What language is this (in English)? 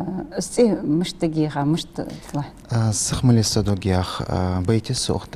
Ingush